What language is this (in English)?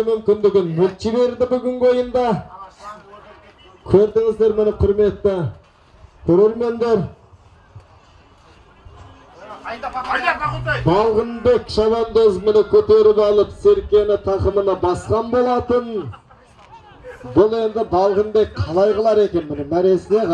Kazakh